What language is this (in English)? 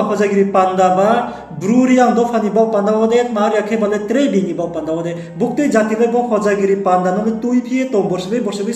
Riang (India)